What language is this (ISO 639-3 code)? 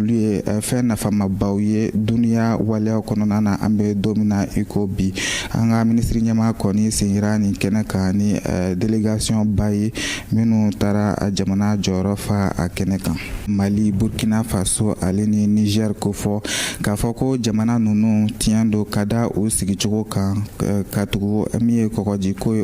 bam